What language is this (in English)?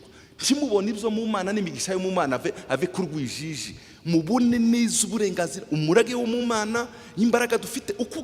Kinyarwanda